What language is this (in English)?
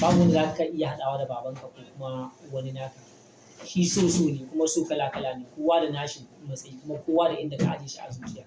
Hausa